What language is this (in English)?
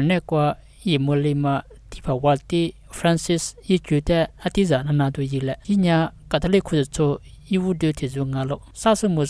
Lisu